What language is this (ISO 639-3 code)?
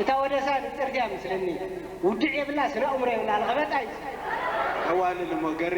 tir